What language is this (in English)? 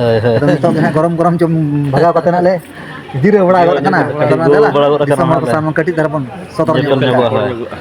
Santali